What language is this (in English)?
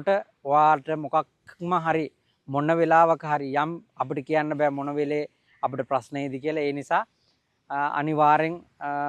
Sinhala